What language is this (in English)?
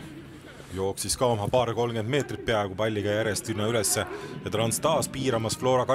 Estonian